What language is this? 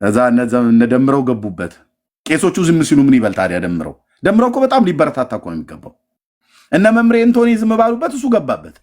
Amharic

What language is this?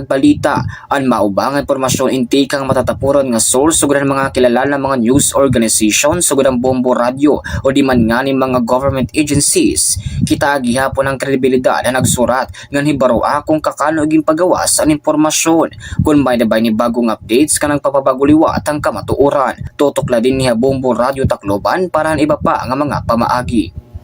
Waray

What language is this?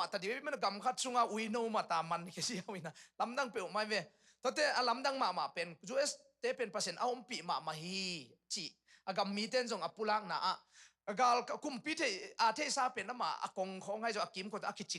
Tedim Chin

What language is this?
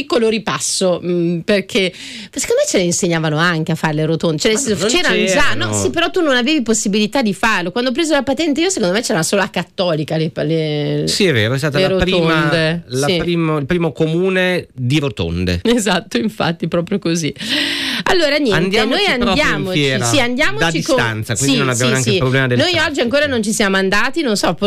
Italian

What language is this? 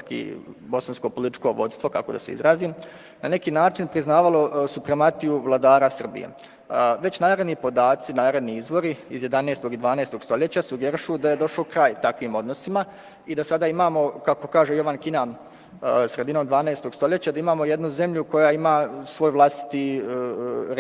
Bosnian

